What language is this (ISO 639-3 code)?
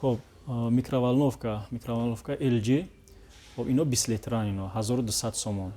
tgk